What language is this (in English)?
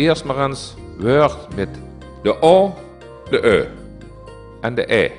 Limburgish